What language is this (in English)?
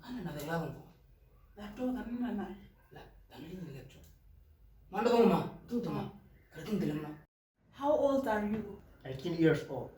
Moro